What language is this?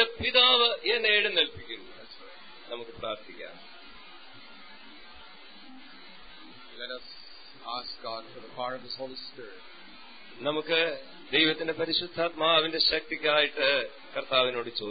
Malayalam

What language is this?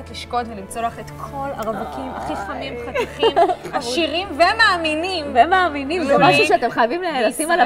Hebrew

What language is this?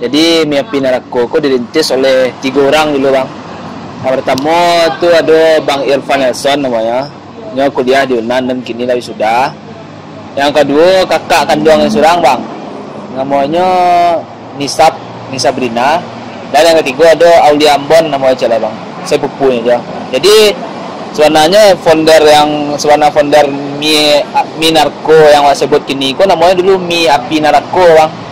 Minangkabau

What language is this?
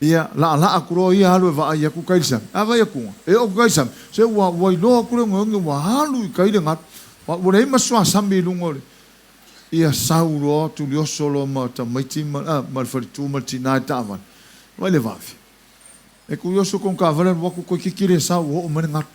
Samoan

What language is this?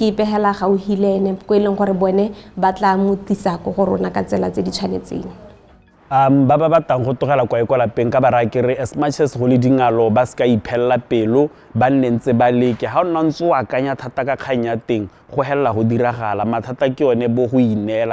Tswana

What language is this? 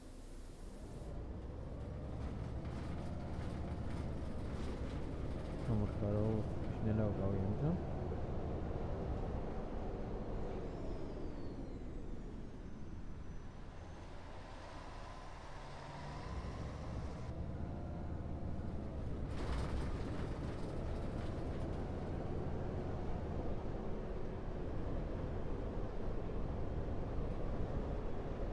German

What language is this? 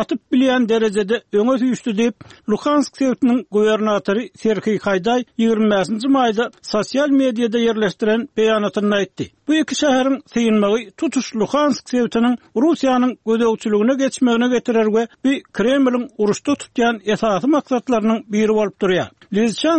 Turkmen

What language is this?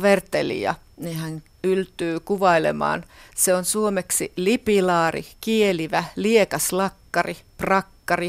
Finnish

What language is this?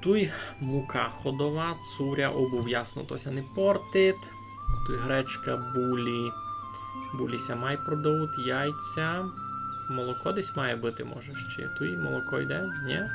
Rusyn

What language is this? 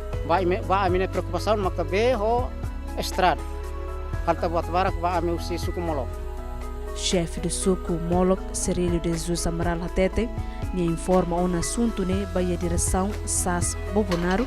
Tetum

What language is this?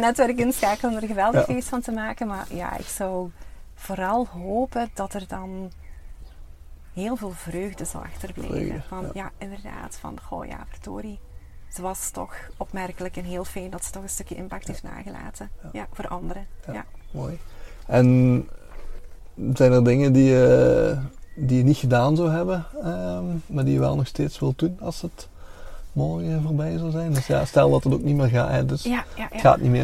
Dutch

